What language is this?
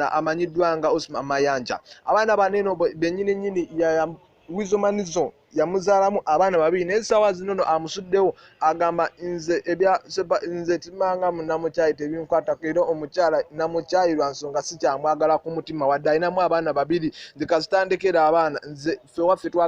Ganda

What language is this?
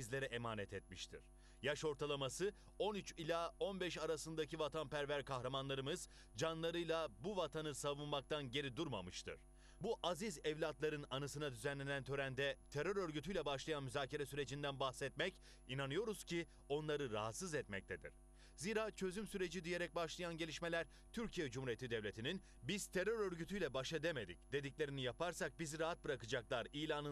Turkish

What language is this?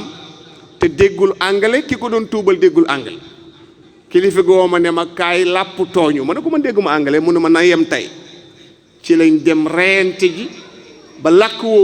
Wolof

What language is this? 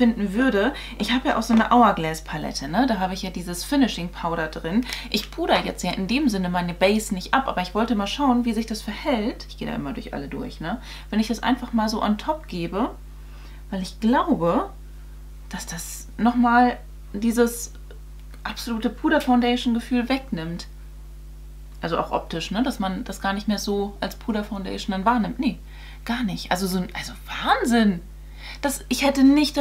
German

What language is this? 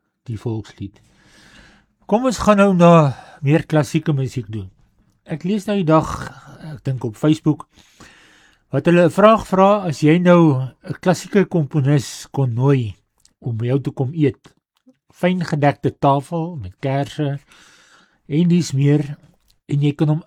Afrikaans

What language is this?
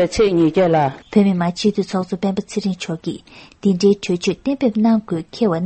Tibetan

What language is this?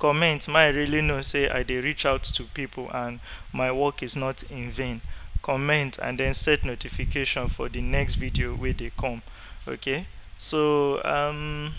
Nigerian Pidgin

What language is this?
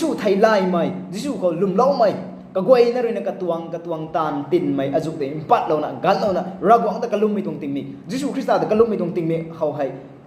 Rongmei Naga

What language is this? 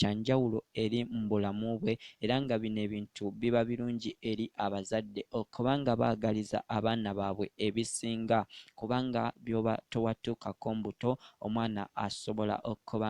Ganda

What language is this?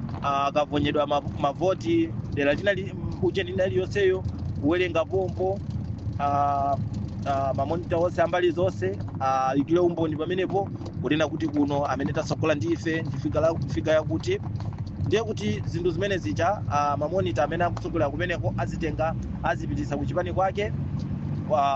Nyanja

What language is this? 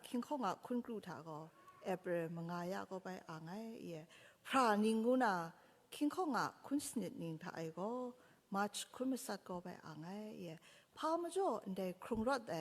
Kachin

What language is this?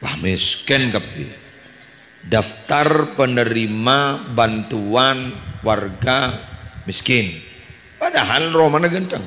Madurese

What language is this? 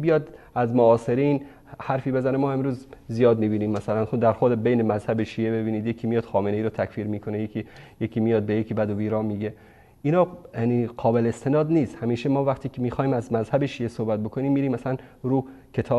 Persian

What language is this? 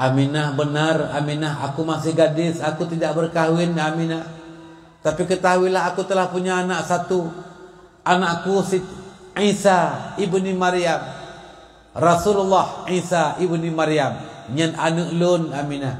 Achinese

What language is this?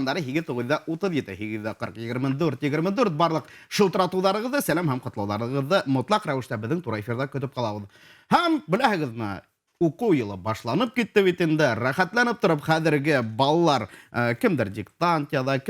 Bashkir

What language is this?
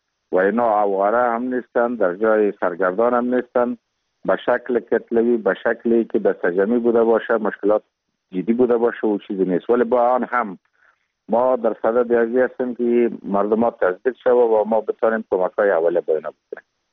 Persian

